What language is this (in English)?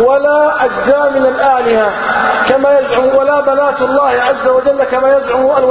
Arabic